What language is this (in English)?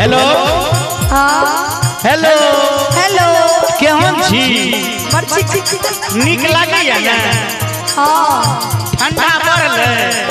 Maithili